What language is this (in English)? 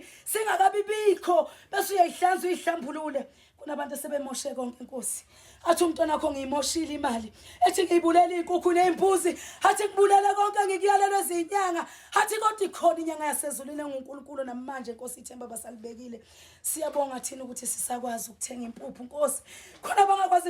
Zulu